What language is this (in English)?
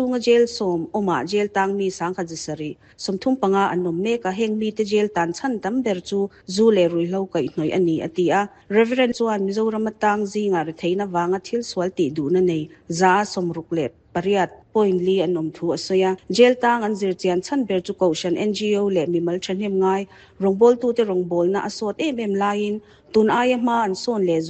Mizo